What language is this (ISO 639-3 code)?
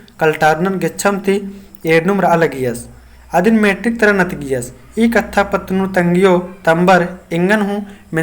kru